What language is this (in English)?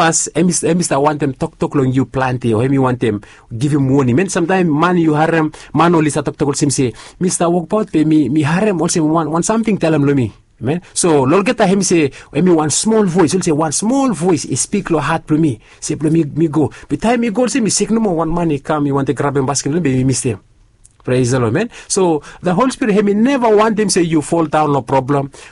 Bislama